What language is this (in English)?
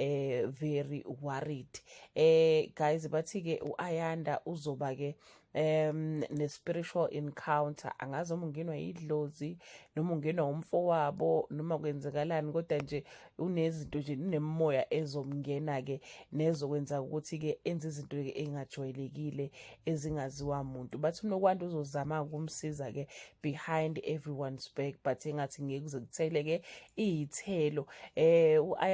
Zulu